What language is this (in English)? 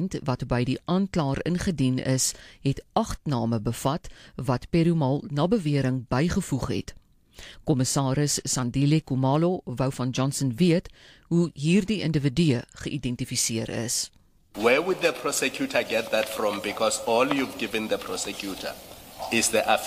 Afrikaans